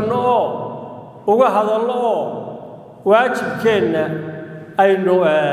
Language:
Somali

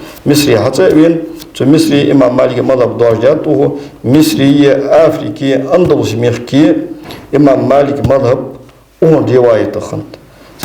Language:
Ingush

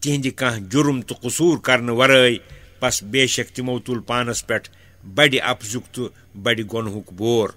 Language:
Kashmiri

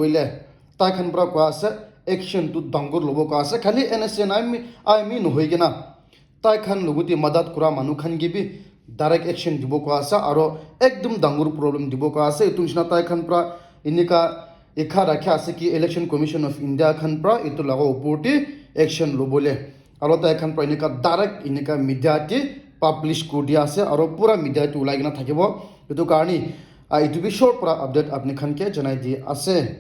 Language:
Naga Pidgin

